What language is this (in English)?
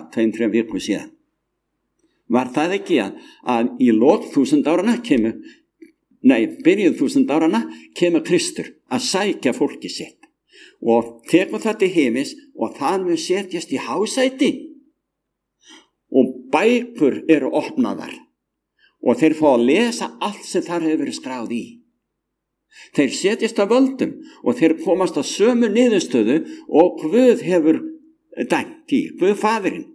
Icelandic